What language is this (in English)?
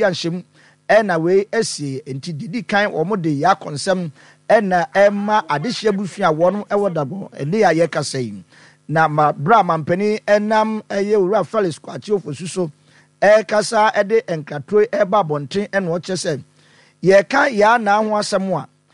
Akan